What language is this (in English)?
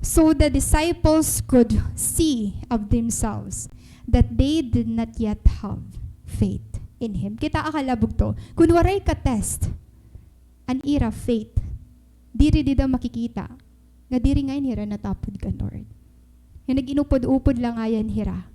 Waray